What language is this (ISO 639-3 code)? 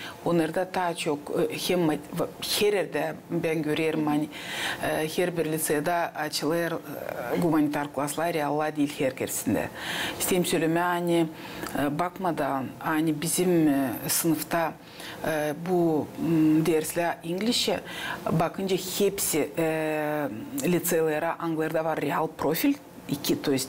gag